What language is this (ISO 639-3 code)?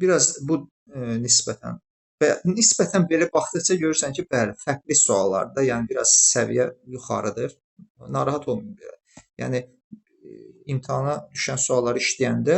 aze